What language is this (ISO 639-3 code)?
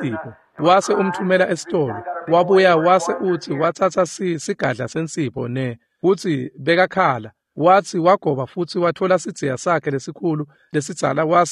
ssw